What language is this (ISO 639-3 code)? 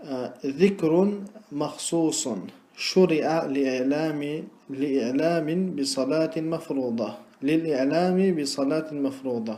che